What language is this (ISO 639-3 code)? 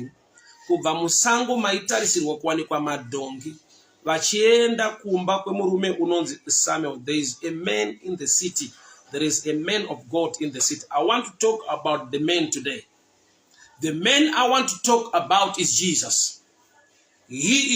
sna